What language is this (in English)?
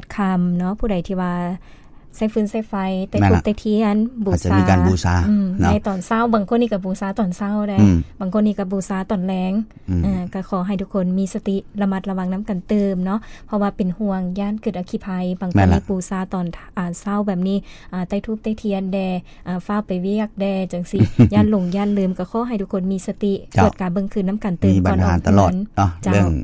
Lao